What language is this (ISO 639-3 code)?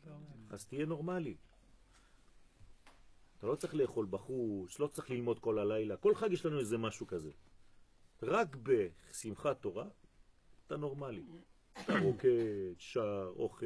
heb